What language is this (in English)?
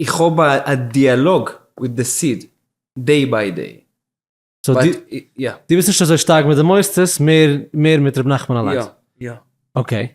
Yiddish